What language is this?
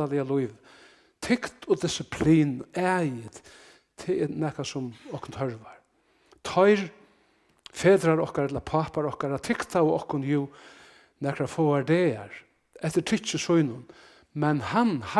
Faroese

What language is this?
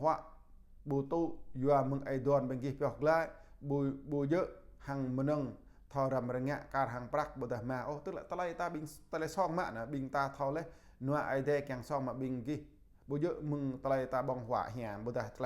Jarai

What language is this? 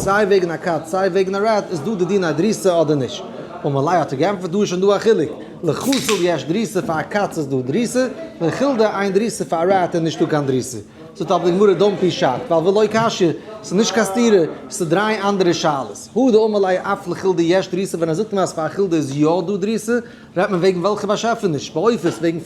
Yiddish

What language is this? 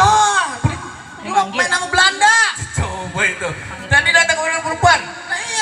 Betawi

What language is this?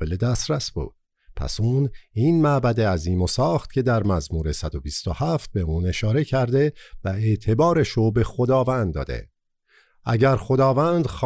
Persian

